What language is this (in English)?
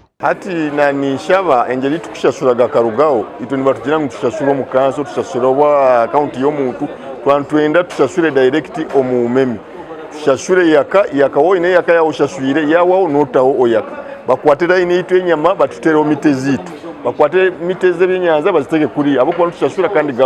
Nyankole